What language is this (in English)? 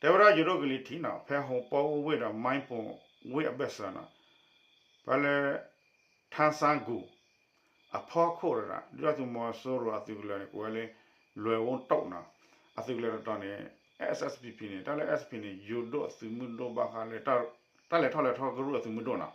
S'gaw Karen